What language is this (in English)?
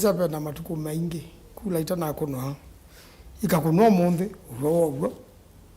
Kamba